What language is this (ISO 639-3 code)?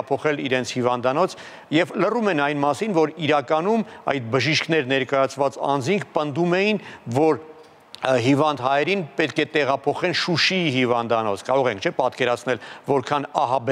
hye